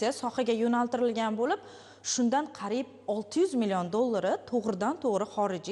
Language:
Uzbek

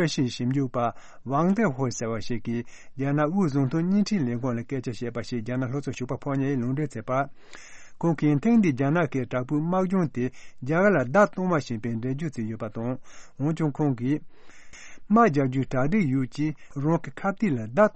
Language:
Tibetan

